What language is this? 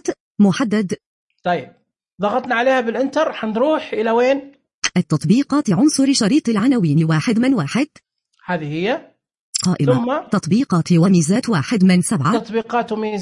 Najdi Arabic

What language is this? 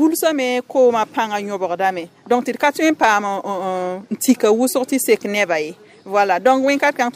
Mossi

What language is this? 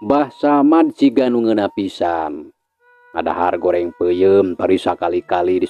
Sundanese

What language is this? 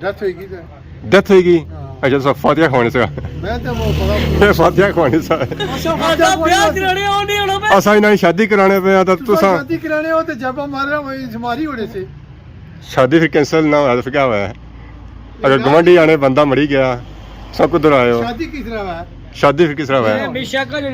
Pahari-Potwari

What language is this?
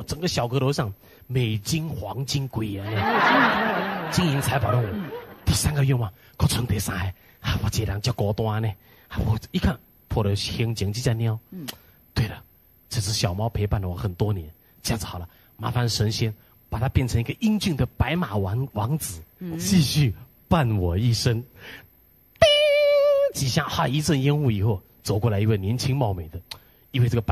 Min Nan Chinese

